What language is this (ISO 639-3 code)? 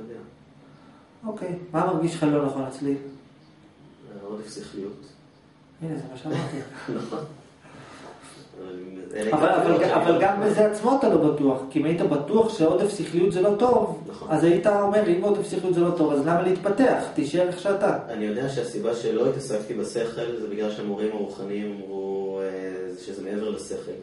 heb